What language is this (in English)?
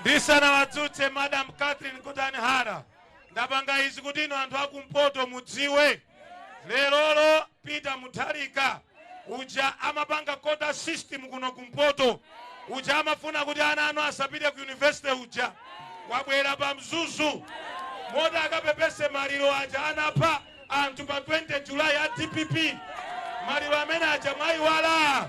Nyanja